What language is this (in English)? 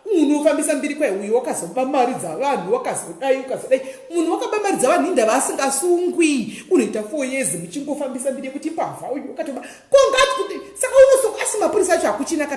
Shona